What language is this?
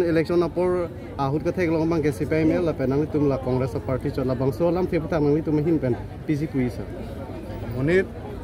Karbi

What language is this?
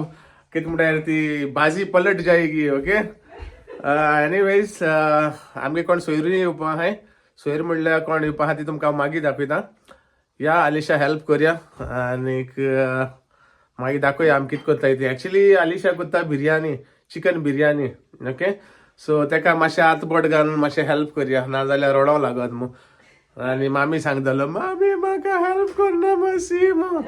Konkani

